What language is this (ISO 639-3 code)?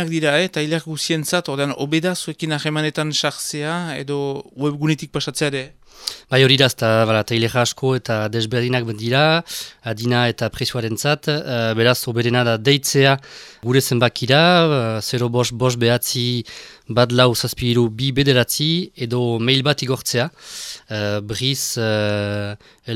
eus